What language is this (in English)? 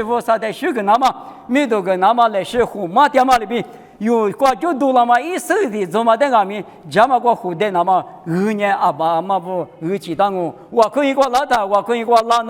Lisu